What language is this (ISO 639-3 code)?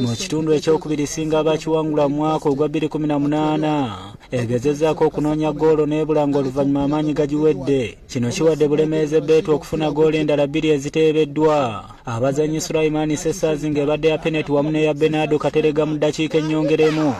lug